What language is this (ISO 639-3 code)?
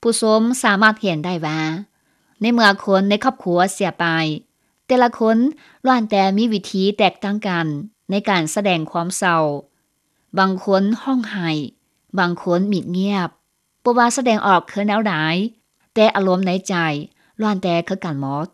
lao